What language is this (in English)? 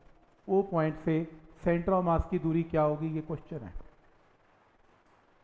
Hindi